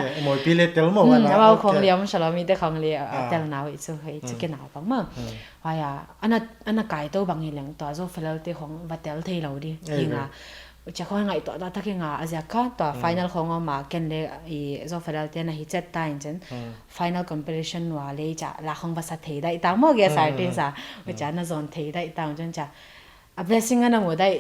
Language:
Paite Chin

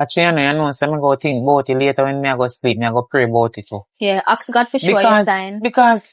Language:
Jamaican Creole English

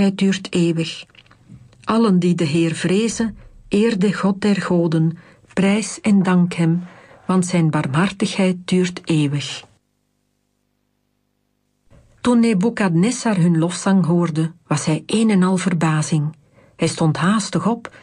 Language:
Dutch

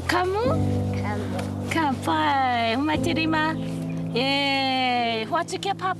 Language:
Māori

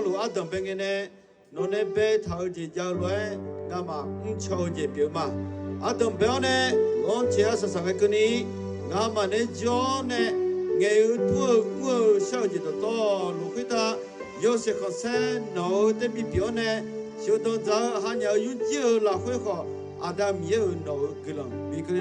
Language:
Akha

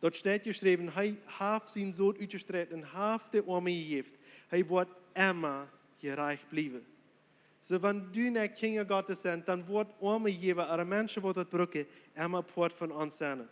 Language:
Plautdietsch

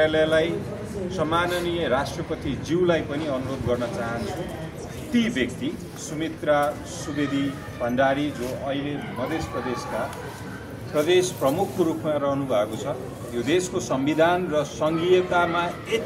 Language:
Nepali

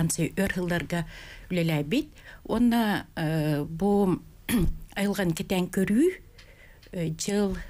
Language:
Yakut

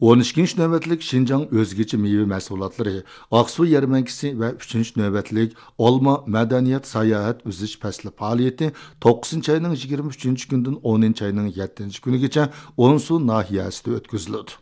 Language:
Uyghur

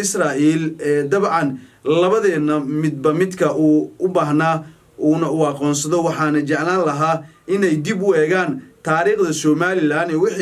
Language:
Somali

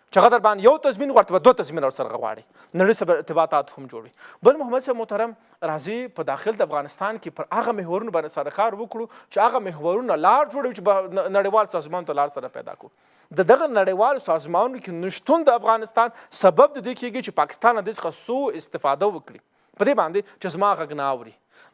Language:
Pashto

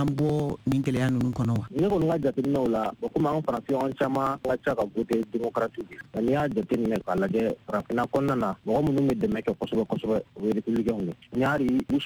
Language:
Bambara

